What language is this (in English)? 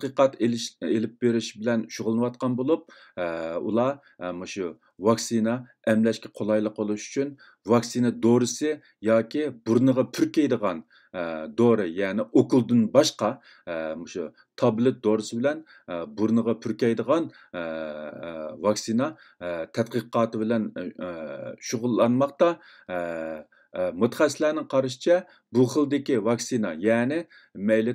Uyghur